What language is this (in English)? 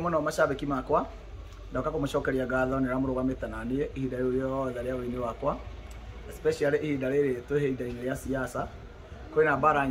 Kikuyu